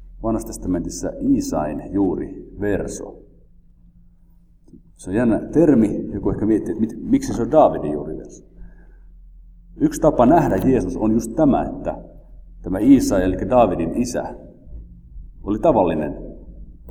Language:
Finnish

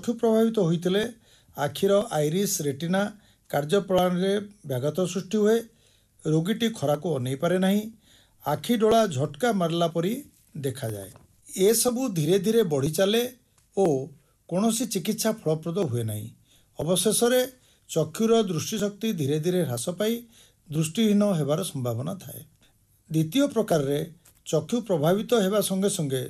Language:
Odia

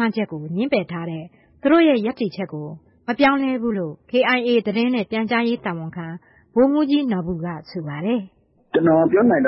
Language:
Burmese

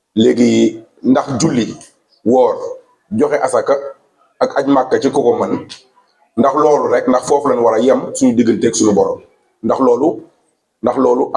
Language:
Wolof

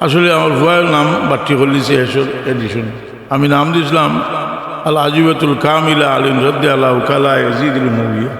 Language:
Sylheti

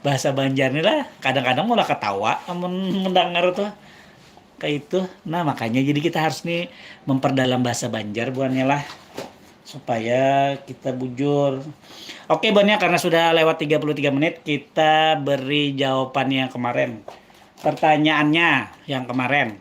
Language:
Banjar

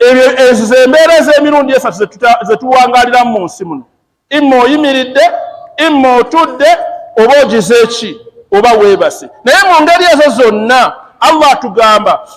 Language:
Ganda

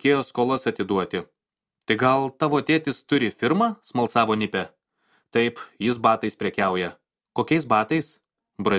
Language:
Lithuanian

